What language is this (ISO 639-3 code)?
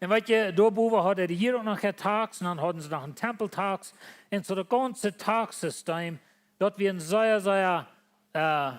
pdt